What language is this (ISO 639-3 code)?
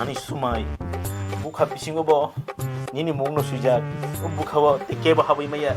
trp